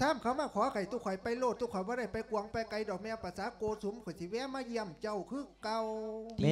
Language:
Lao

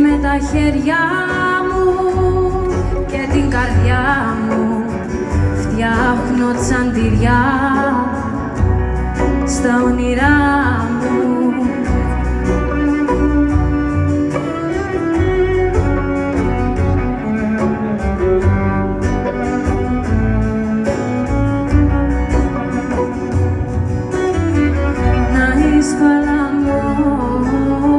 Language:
Greek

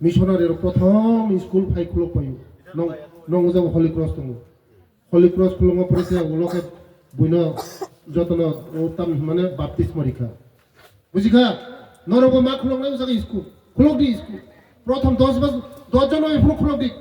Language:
Riang (India)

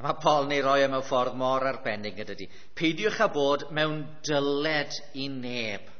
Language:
Welsh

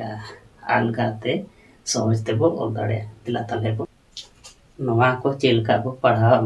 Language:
Santali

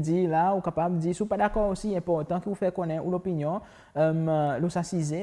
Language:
Seselwa Creole French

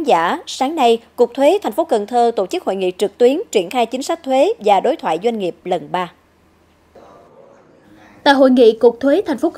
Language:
Vietnamese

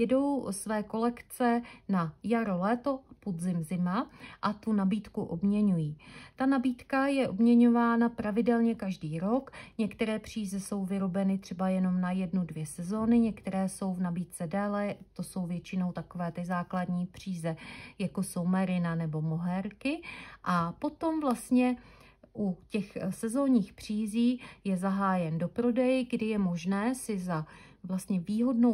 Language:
Czech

